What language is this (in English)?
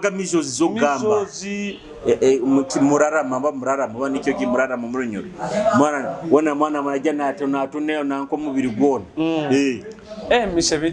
Nyoro